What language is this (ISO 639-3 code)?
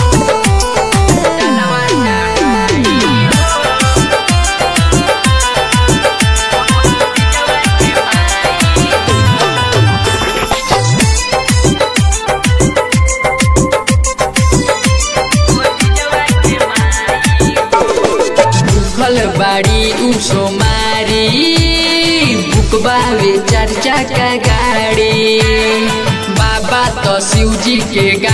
bho